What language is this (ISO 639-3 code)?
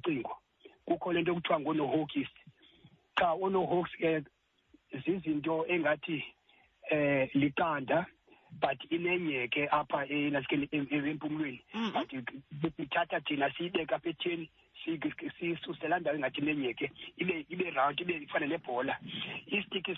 xho